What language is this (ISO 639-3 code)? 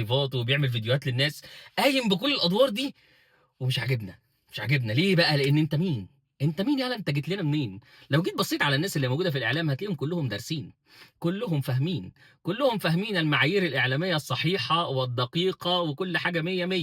arz